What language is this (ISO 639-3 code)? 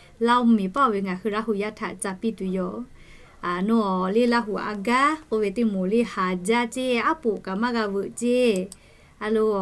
lhu